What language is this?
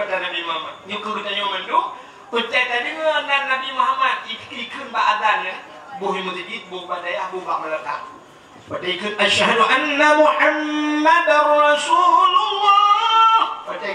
Achinese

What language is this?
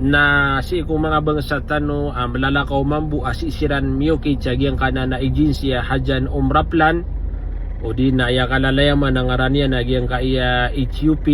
Maranao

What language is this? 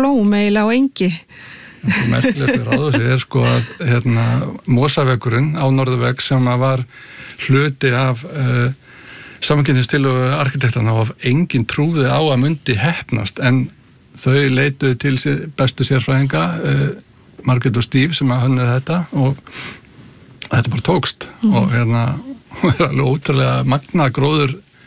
Icelandic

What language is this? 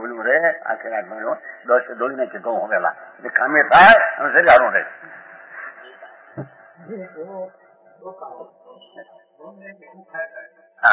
Gujarati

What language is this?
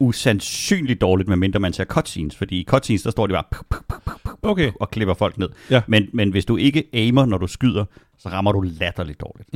Danish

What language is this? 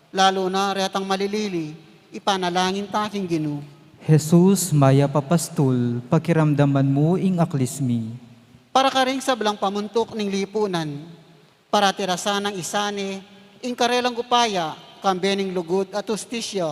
Pampanga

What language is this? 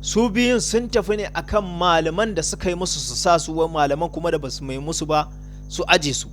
Hausa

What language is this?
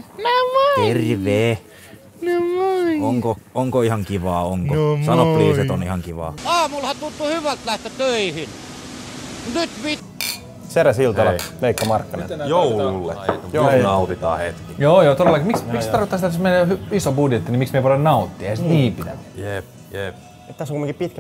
Finnish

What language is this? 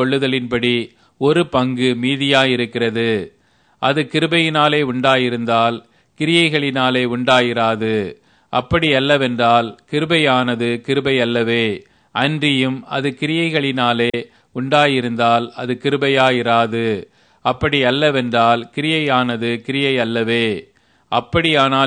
Tamil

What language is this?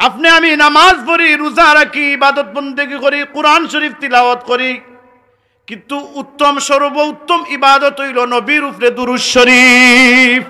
Sylheti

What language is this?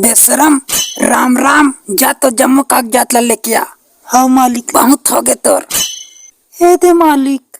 Chhattisgarhi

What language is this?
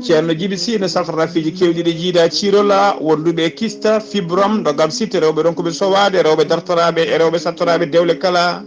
Fula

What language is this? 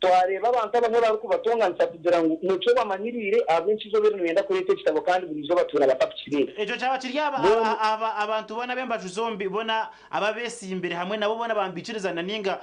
Nyankole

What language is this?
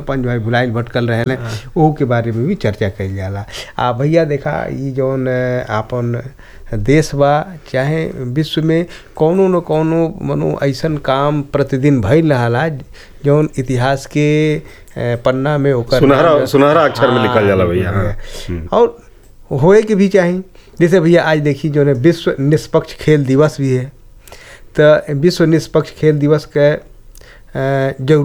Bhojpuri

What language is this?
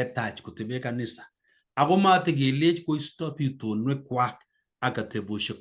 Kalenjin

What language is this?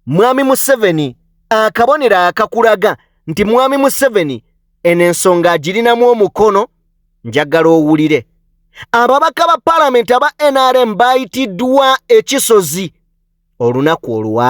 Ganda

